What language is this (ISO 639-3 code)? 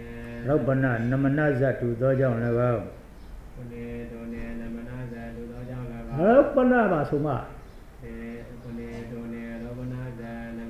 mya